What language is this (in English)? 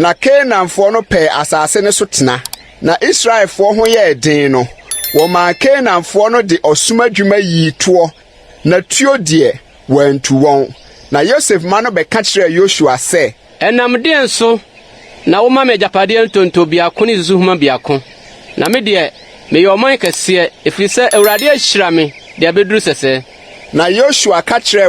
Akan